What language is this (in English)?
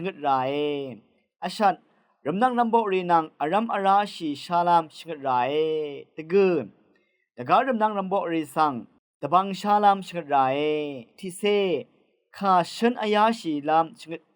Rawang